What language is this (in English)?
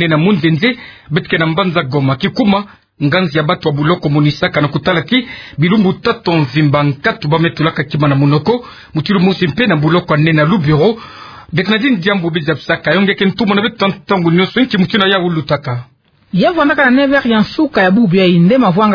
Kituba (Democratic Republic of Congo)